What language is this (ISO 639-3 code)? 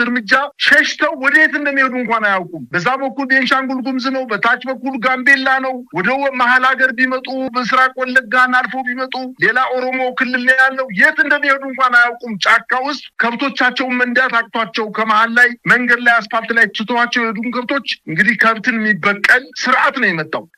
amh